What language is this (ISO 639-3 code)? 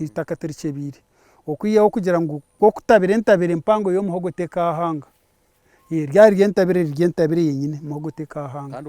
nyn